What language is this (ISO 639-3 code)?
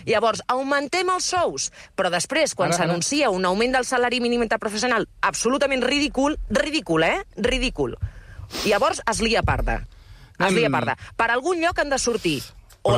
cat